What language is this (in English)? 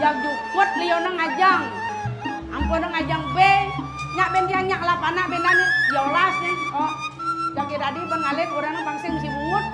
Balinese